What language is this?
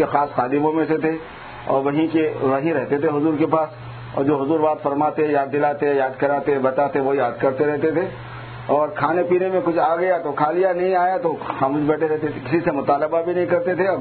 Urdu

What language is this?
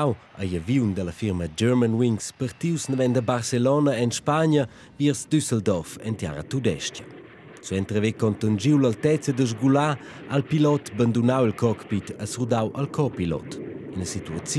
Romansh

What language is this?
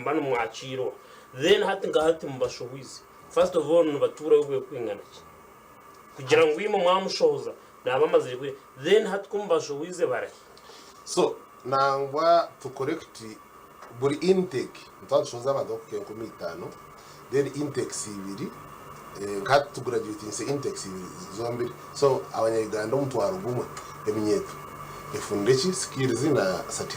Nyankole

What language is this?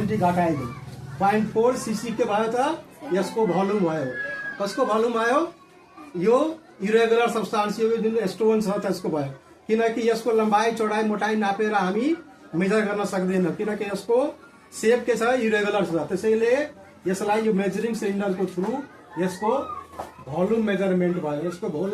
Nepali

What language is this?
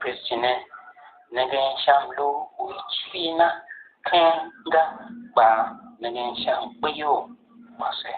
Tiv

